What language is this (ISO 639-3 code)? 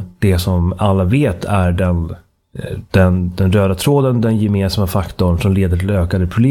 swe